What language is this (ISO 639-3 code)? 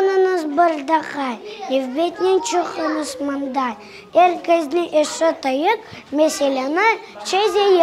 crh